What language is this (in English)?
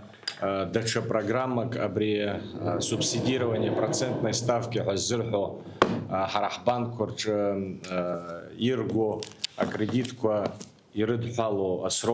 Abkhazian